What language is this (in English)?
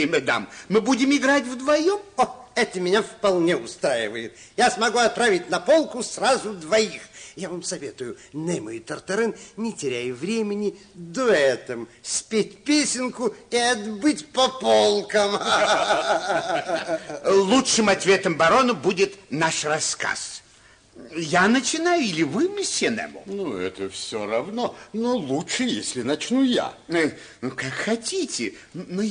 Russian